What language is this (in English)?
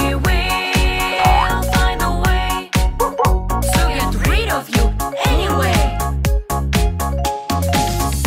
English